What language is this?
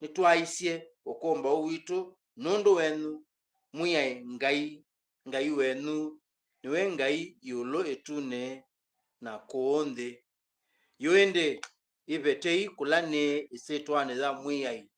Kamba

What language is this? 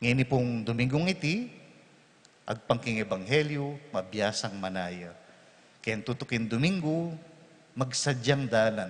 Pampanga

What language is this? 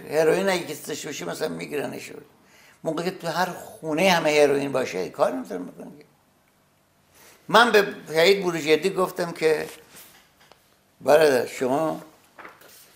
Persian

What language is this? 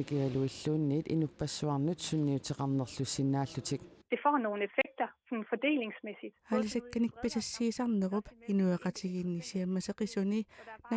Kalaallisut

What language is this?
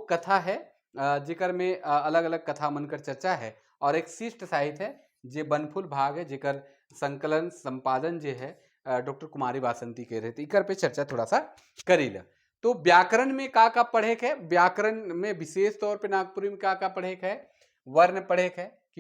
Sadri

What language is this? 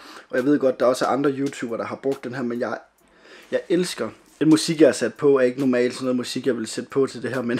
Danish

